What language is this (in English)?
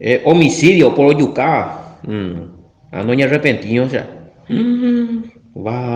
Guarani